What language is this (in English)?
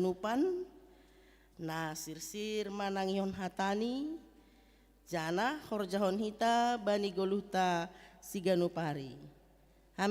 Batak Simalungun